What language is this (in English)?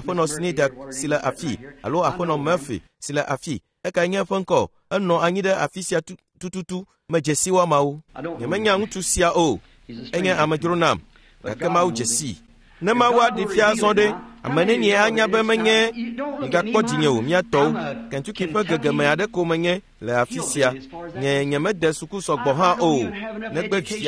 Ewe